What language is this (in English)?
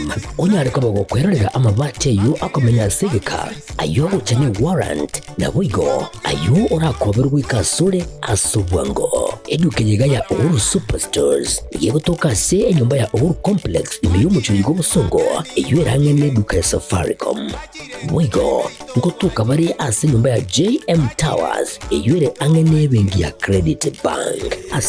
Gusii